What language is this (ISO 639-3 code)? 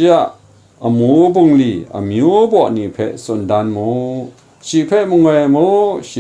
kac